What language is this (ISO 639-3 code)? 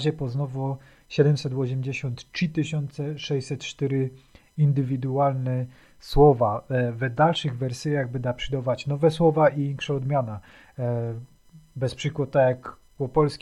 szl